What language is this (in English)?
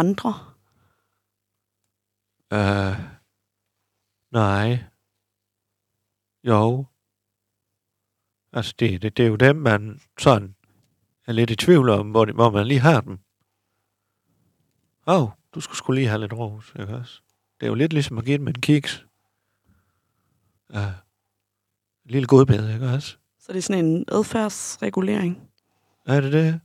Danish